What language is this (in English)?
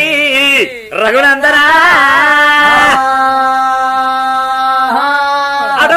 Telugu